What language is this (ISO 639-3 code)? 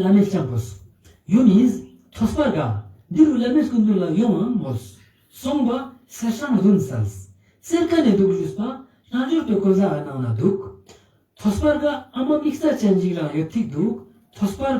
lbj